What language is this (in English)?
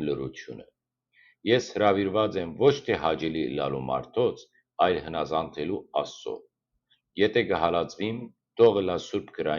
Western Armenian